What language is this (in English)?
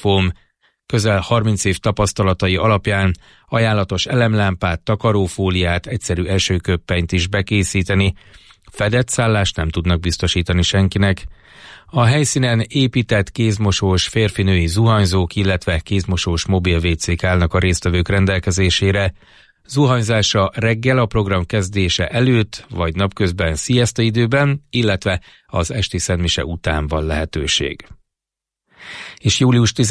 Hungarian